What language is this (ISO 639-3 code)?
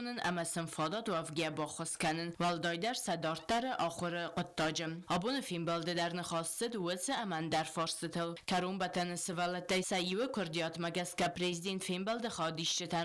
oss